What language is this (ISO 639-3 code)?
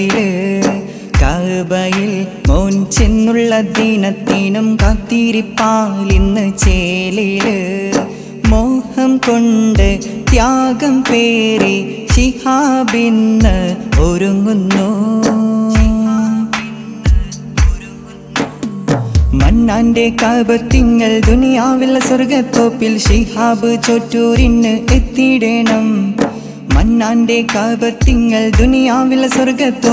mal